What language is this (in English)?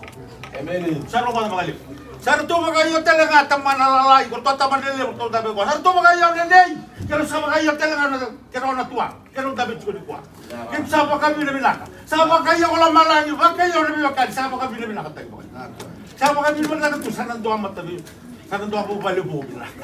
Fijian